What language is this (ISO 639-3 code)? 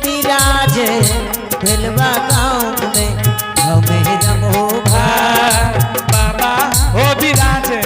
anp